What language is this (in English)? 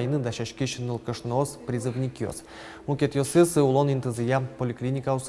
Udmurt